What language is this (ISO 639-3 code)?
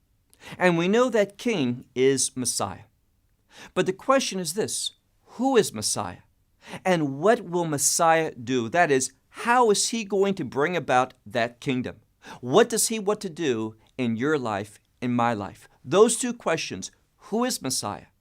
eng